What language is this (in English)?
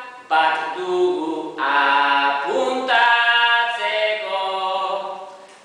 Basque